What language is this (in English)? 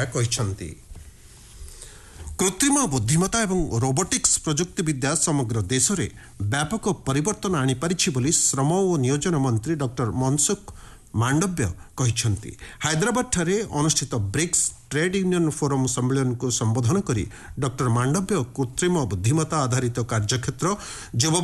Odia